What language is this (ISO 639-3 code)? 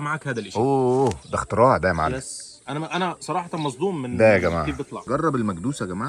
arz